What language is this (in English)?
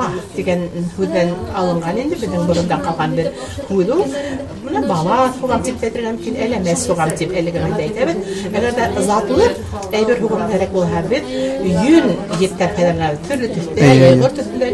Bashkir